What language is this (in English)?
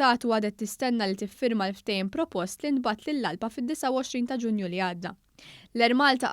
Maltese